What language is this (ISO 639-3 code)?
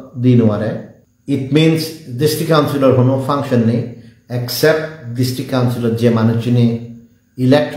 ccp